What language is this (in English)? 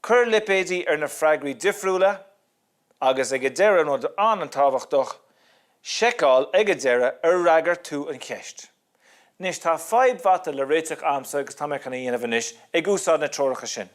Irish